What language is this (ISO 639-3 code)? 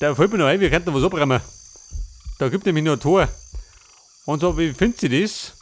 bar